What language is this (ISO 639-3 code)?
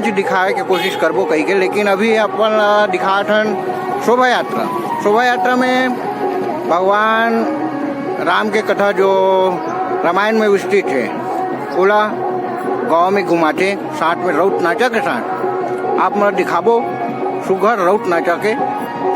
hne